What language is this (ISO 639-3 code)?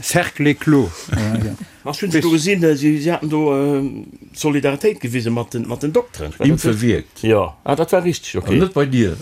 ltz